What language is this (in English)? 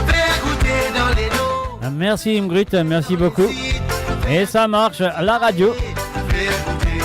Morisyen